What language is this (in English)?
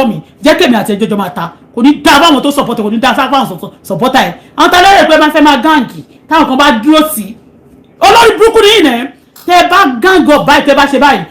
Yoruba